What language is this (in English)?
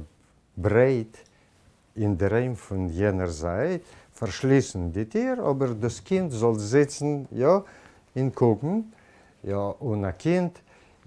Yiddish